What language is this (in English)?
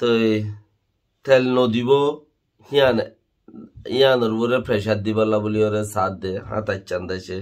Rohingya